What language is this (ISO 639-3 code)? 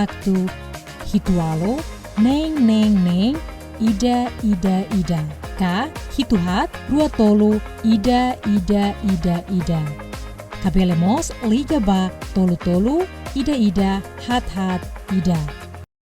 tet